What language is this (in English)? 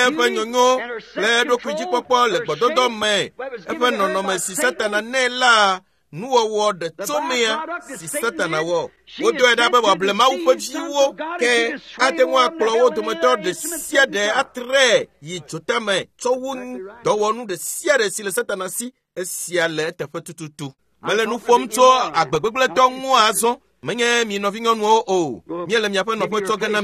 Ewe